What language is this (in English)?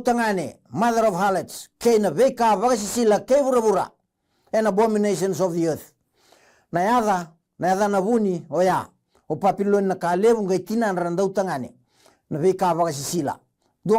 Fijian